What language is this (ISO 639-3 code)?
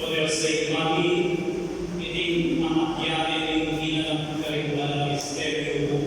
pam